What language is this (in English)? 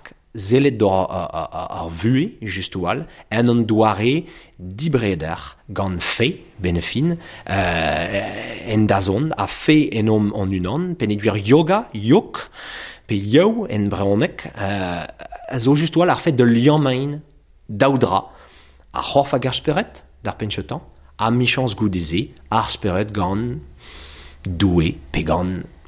Breton